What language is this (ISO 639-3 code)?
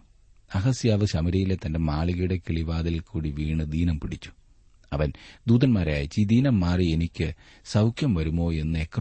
mal